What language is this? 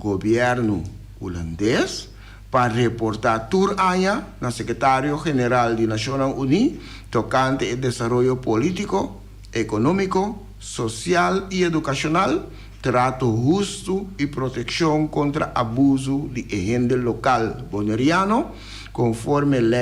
Papiamento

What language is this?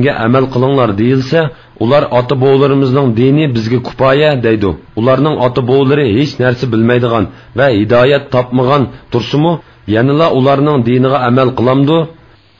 Uyghur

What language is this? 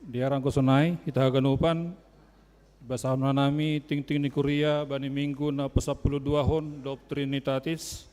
Batak Simalungun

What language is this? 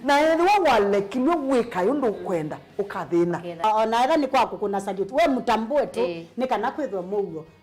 Kamba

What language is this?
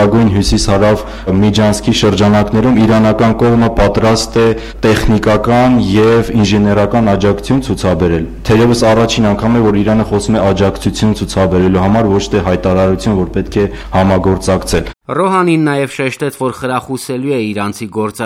Armenian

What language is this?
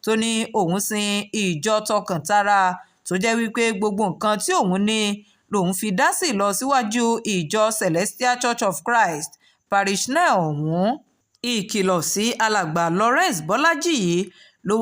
Yoruba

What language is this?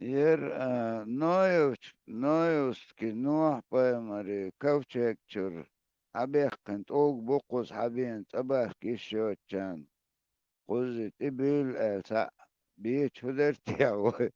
Chechen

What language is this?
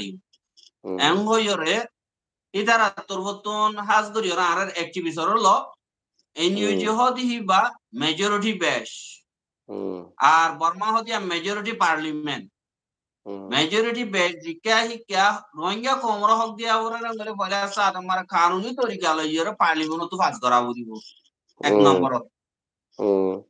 Rohingya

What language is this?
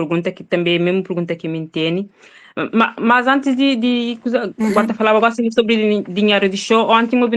Kabuverdianu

